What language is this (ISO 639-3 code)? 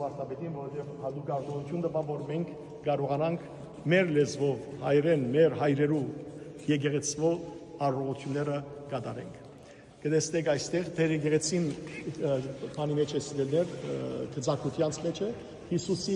hyw